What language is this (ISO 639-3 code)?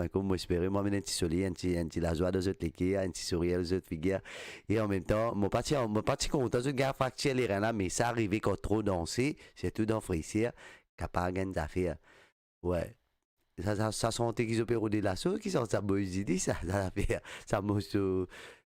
mfe